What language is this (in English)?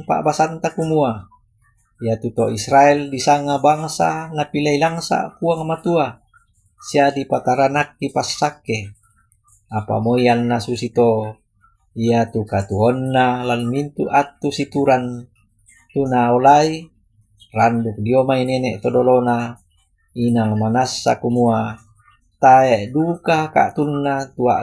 Toraja-Sa'dan